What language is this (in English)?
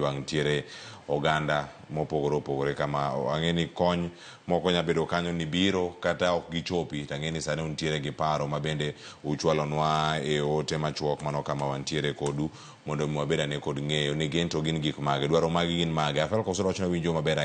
Luo (Kenya and Tanzania)